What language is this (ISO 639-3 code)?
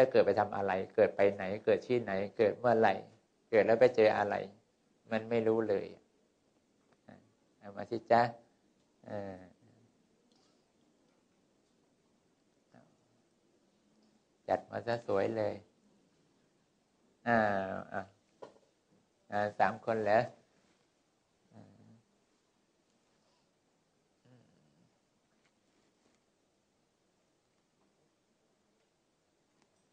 tha